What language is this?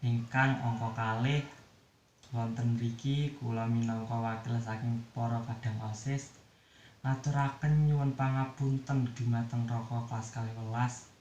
Javanese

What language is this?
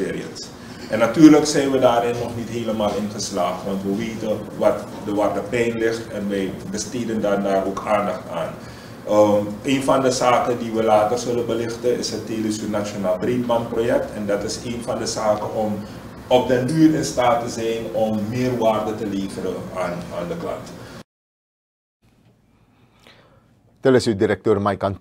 Dutch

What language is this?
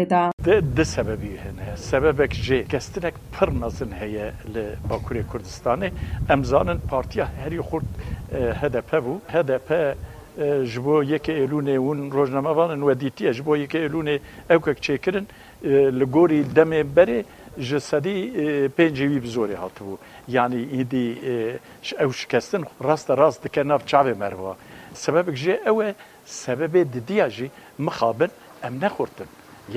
Kurdish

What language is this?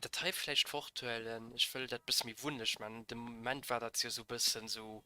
Luxembourgish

